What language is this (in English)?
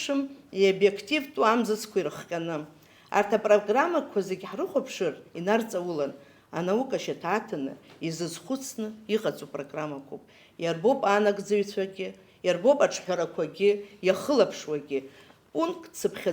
Abkhazian